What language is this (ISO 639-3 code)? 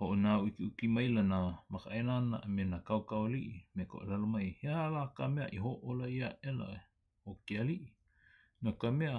haw